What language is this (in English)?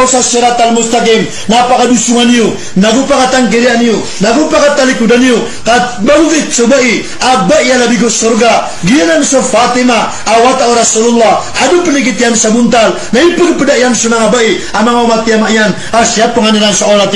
Maranao